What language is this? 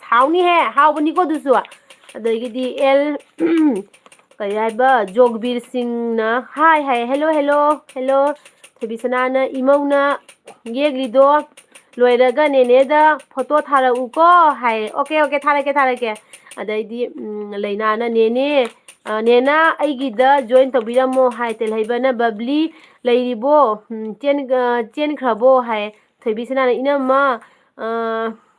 Manipuri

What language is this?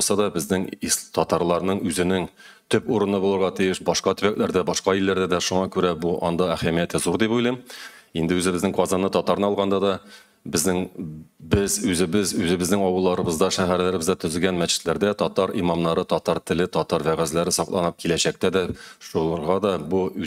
Tatar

